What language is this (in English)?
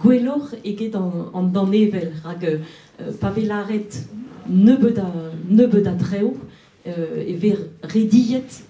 Breton